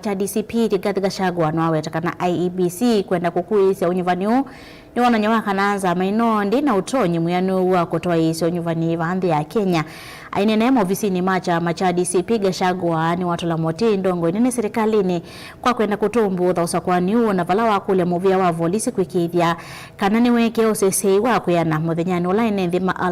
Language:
Kamba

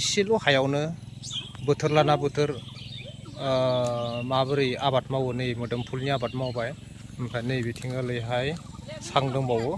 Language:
Bodo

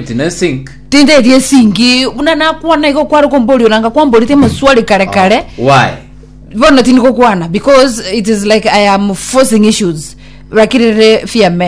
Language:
Gusii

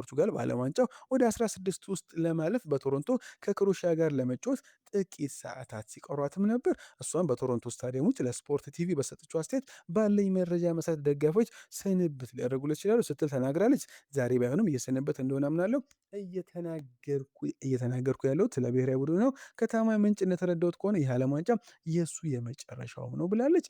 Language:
Amharic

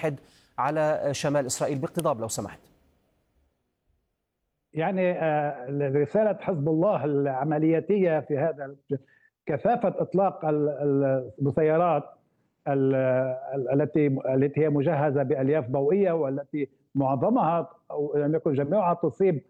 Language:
Arabic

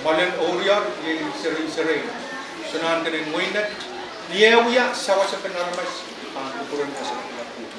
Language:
Pohnpeian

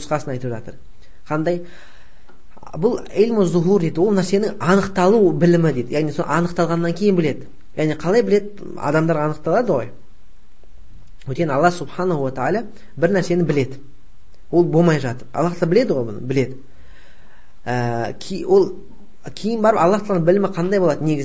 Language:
Kazakh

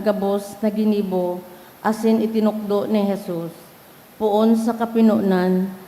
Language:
Bikol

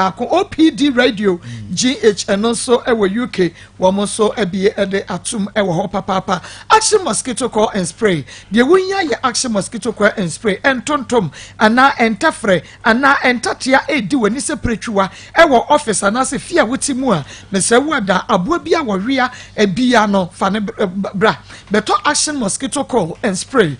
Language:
Akan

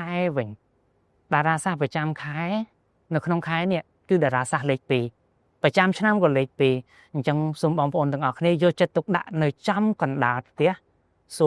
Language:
Khmer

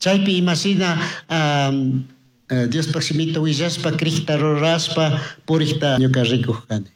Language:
Chimborazo Highland Quichua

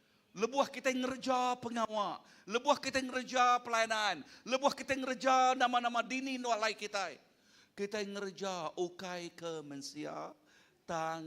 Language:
Iban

